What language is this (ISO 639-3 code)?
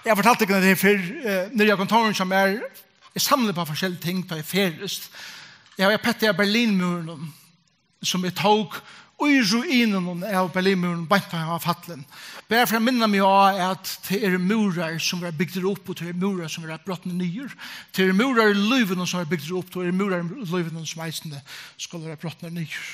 fao